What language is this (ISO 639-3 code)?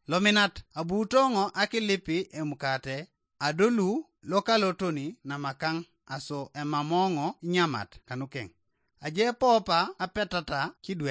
teo